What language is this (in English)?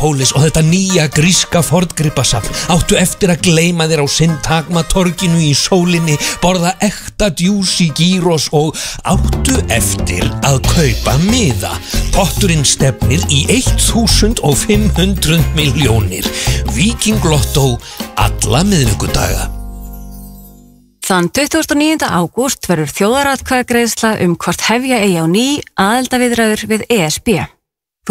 Icelandic